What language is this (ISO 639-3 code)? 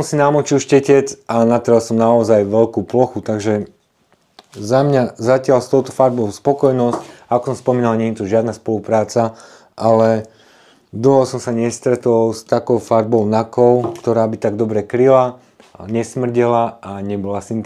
slk